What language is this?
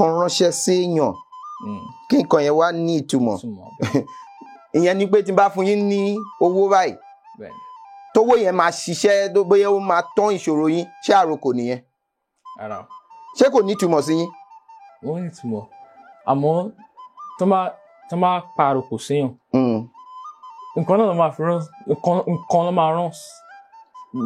Yoruba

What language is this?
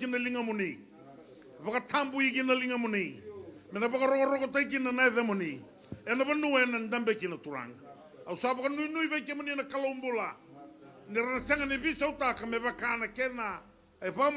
Fijian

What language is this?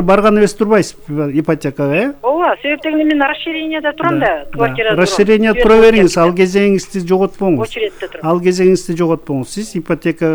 Kyrgyz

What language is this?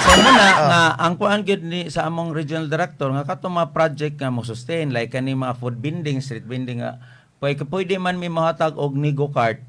Cebuano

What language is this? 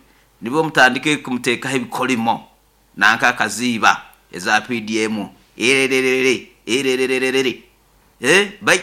Nyoro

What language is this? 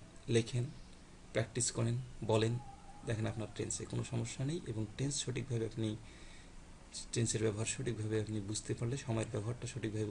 Bangla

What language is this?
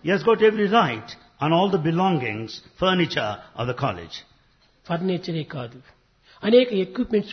Telugu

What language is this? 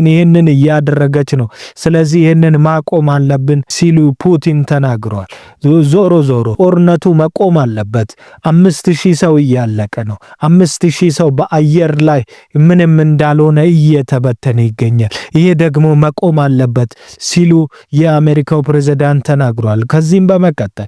Amharic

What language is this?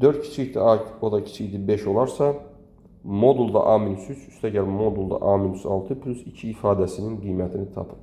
Azerbaijani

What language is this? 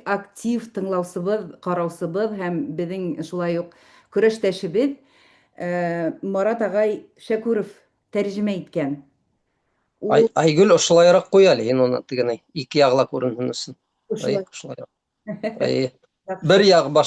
Bashkir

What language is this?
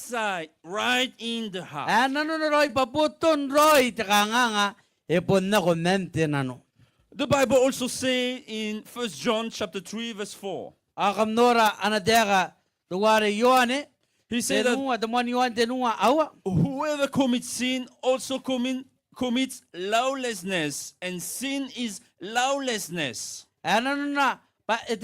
Gilbertese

